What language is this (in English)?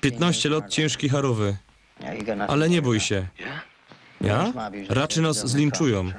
Silesian